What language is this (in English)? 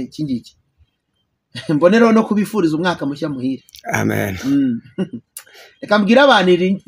Kinyarwanda